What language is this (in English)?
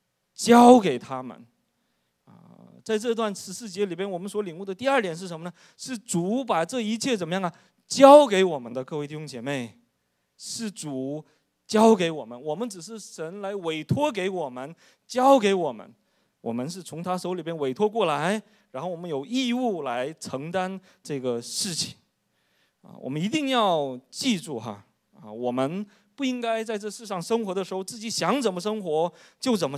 Chinese